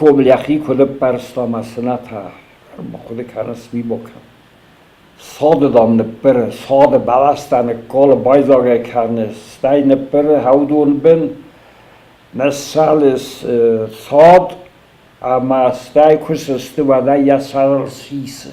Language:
Ossetic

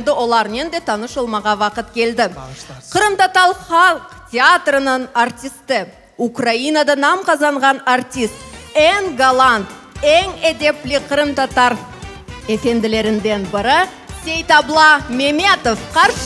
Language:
Crimean Tatar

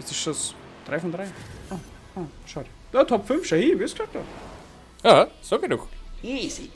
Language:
Bavarian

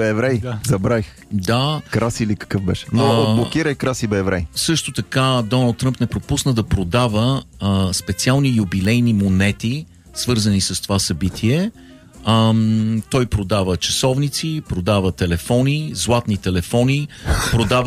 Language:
Bulgarian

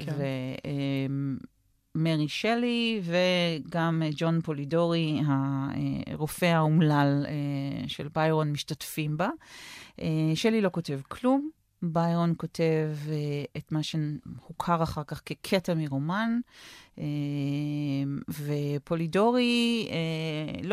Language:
Hebrew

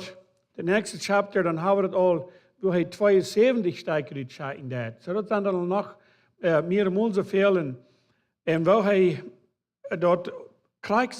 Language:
Plautdietsch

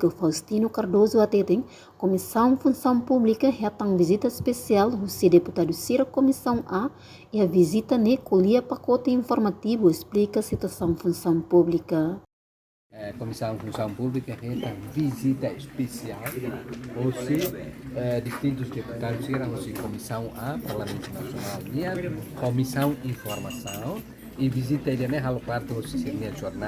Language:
Tetum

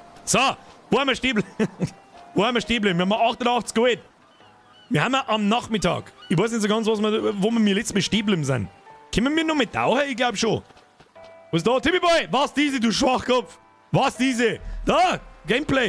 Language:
Bavarian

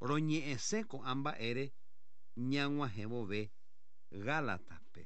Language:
Guarani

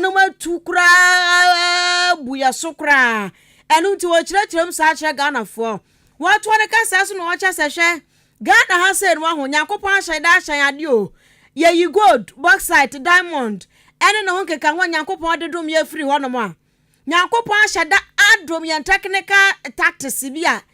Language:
Akan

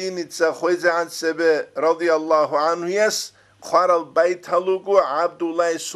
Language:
Avaric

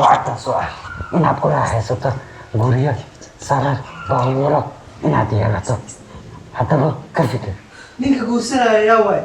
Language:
Somali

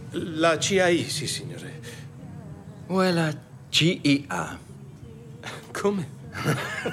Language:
Italian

